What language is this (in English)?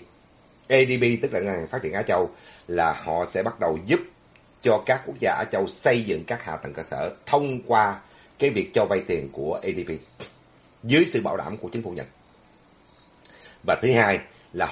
Vietnamese